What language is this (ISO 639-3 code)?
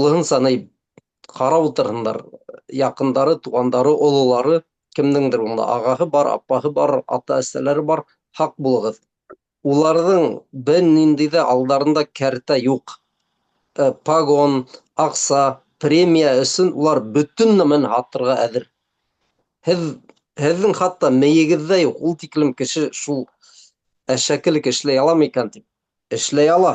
bak